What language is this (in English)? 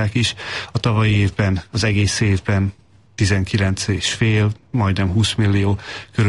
Hungarian